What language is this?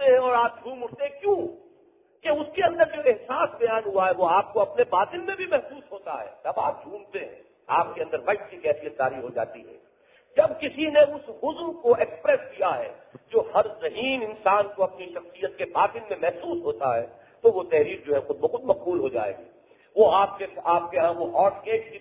Urdu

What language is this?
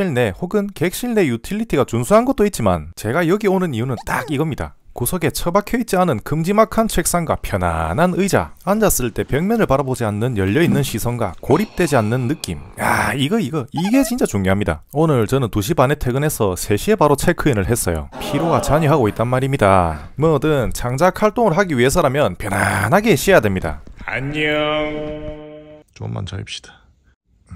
Korean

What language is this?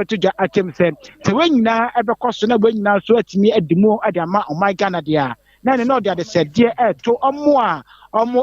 Akan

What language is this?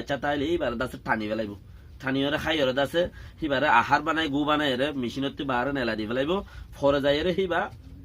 Rohingya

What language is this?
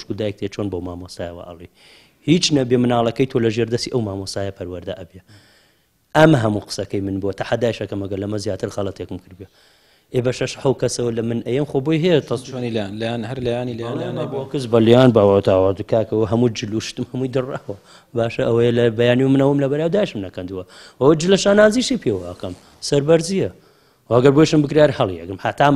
Central Kurdish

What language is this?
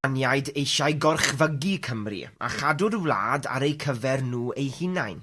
Welsh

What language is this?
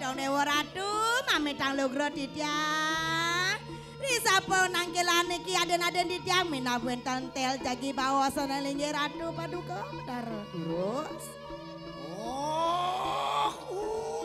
Balinese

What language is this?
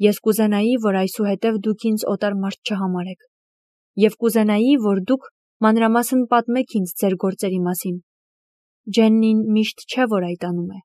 Armenian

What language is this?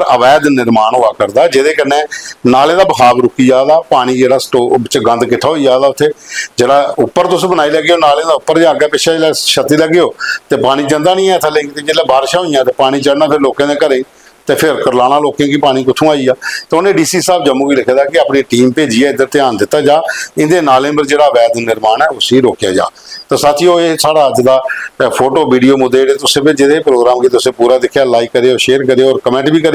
Dogri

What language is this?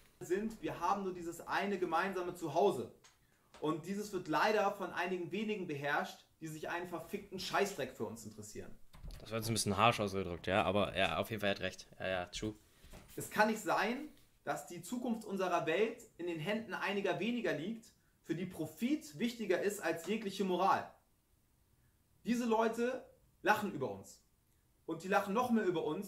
German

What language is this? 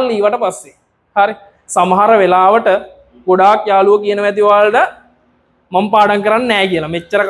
Sinhala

